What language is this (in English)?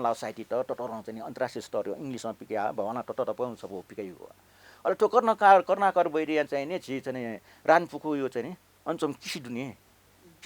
Newari